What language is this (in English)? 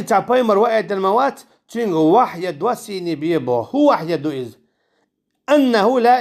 Chechen